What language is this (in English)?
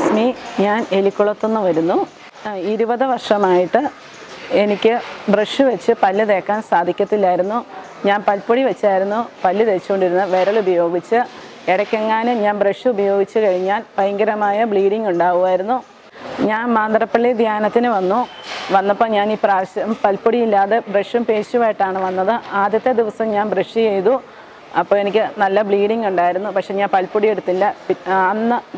Malayalam